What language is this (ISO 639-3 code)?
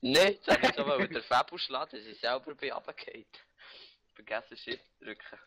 gsw